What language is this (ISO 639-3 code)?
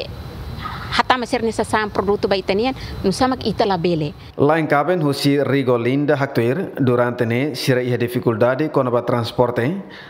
tet